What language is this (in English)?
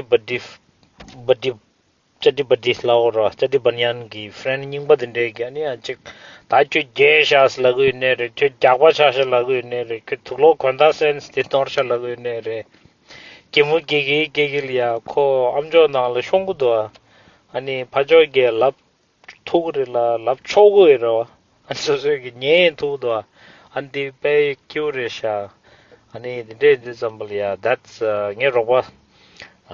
Tibetan